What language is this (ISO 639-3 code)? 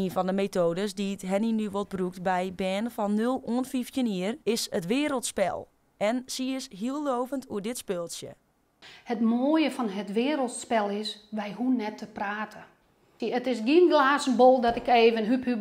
fry